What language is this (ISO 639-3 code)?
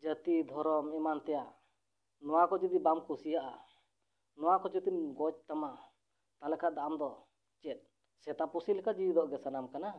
sat